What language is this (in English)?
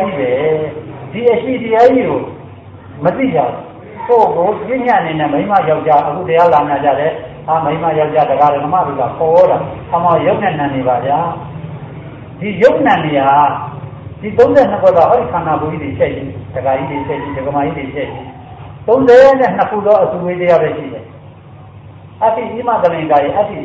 Burmese